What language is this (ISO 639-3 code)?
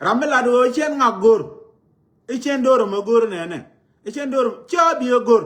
nus